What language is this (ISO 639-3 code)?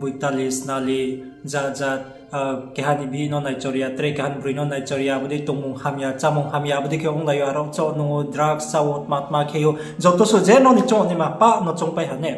ria